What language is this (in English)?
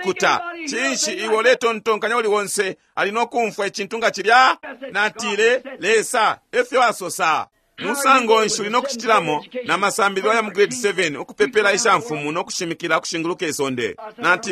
Bemba